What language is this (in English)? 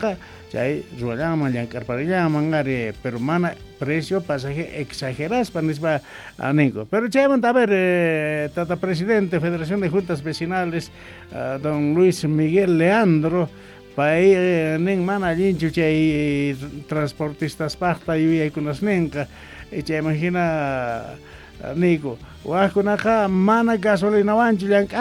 South Bolivian Quechua